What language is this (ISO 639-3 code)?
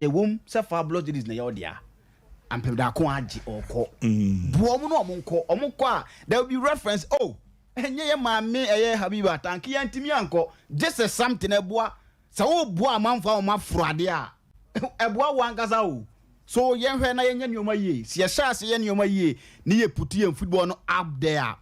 aka